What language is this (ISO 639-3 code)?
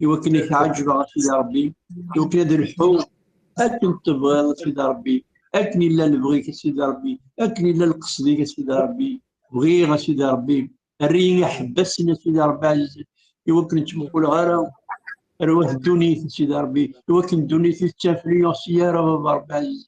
kab